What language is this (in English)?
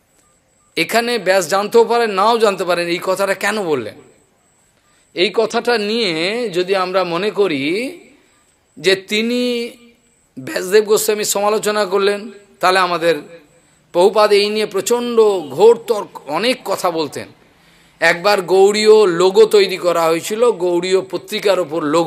Bangla